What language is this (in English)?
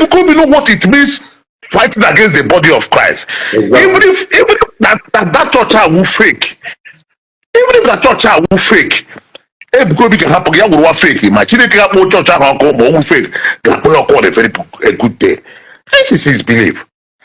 Igbo